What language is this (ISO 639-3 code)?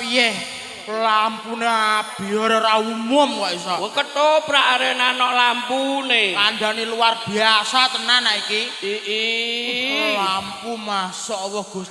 jav